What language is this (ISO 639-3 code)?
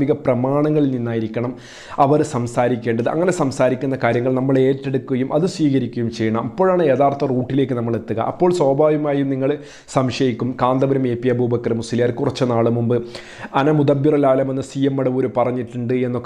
mal